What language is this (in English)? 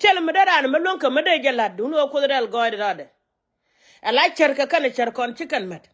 Nuer